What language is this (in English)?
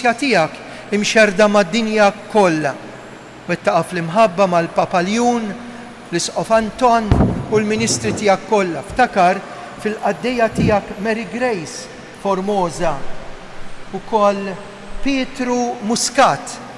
Maltese